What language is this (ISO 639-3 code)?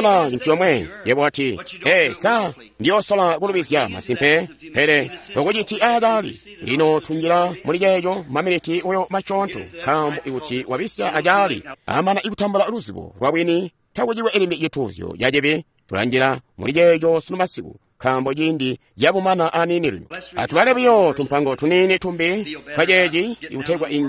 toi